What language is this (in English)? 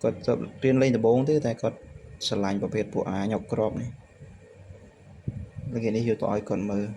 Khmer